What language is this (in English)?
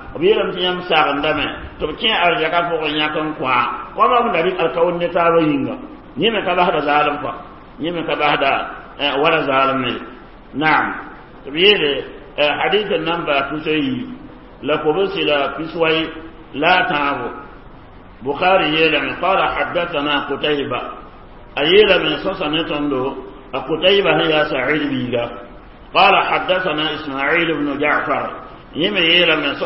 Mossi